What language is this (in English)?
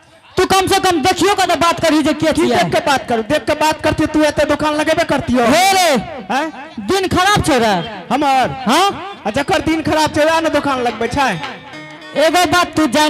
Angika